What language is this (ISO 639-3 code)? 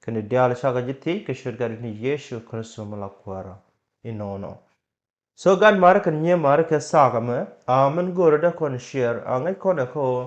nus